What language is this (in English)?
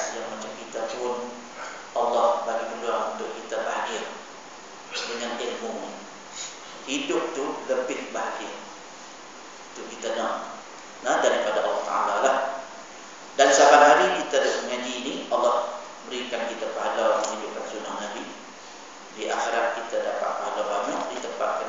Malay